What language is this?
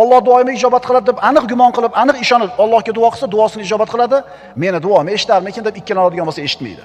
Uzbek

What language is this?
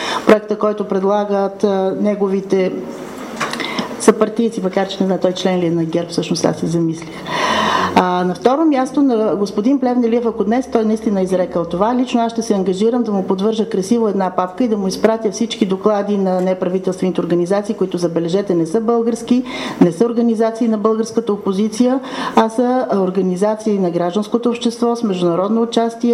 Bulgarian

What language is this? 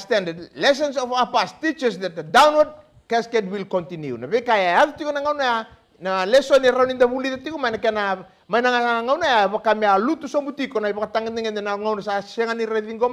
Fijian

